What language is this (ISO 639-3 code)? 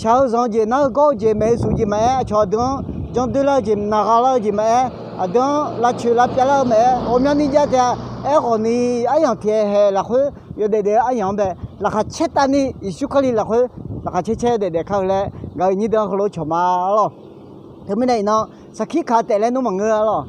ahk